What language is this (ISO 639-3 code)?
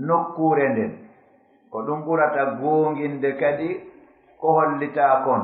ful